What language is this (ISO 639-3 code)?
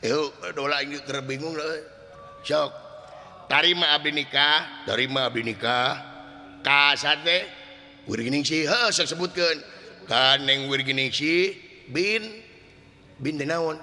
sun